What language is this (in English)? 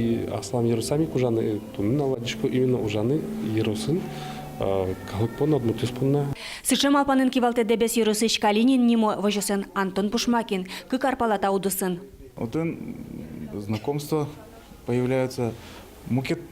Udmurt